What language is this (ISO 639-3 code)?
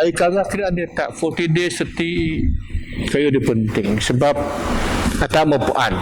bth